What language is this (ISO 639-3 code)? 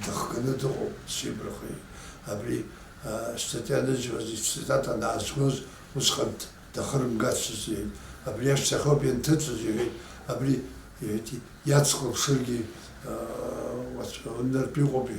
abk